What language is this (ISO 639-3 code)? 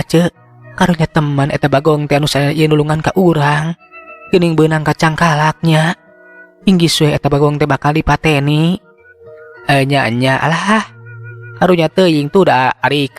sun